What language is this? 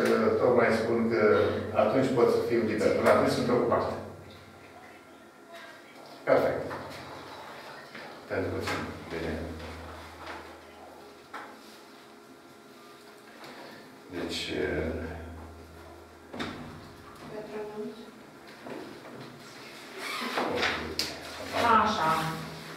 Romanian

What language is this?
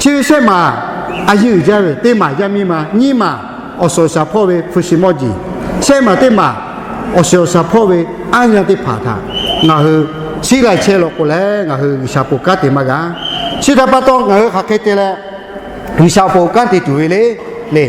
Lahu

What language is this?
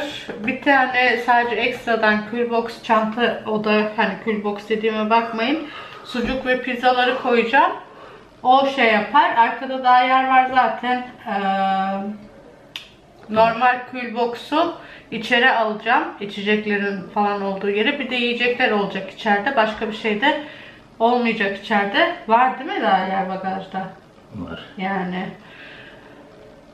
Turkish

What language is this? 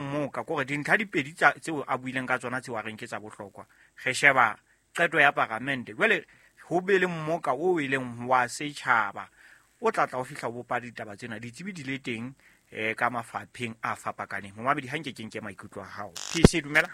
Southern Sotho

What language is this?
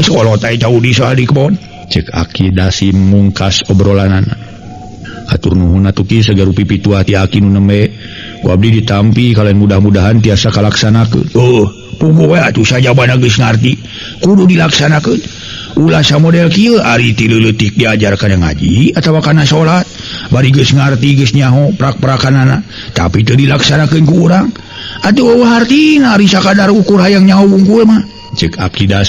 Sundanese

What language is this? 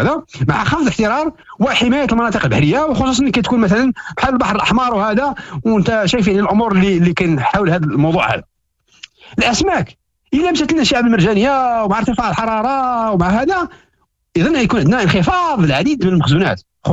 Moroccan Arabic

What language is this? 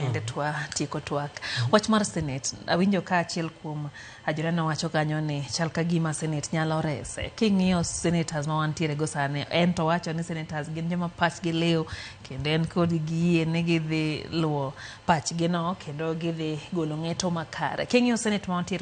Luo (Kenya and Tanzania)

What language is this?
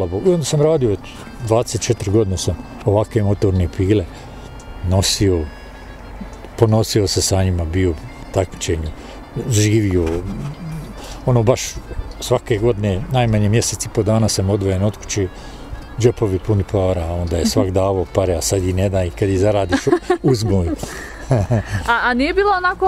Bosnian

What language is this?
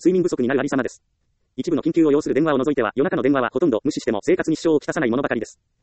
Japanese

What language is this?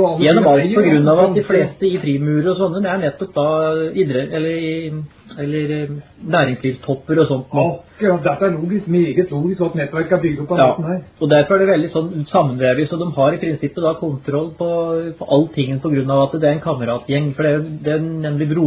Norwegian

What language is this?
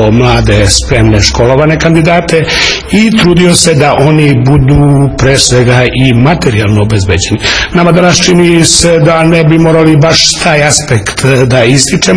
Serbian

